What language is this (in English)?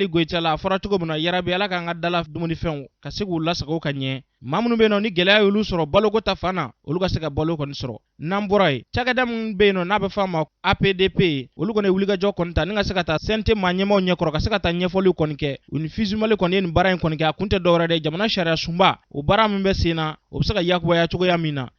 Bambara